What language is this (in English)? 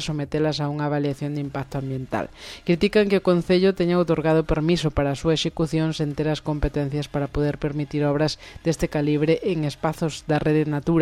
Galician